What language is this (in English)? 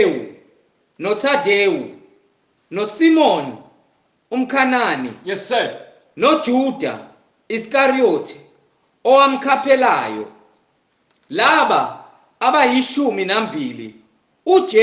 Zulu